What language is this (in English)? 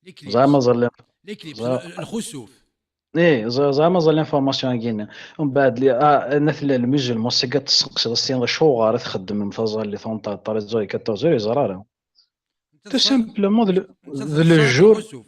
Kabyle